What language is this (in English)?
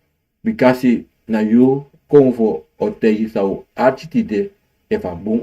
Sranan Tongo